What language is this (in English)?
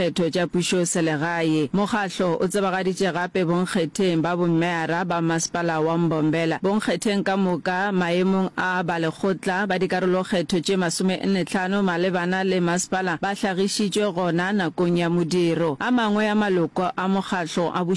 Northern Sotho